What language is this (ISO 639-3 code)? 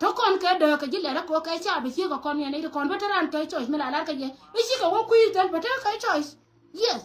nus